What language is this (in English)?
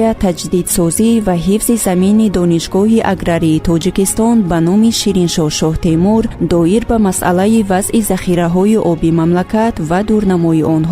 Tajik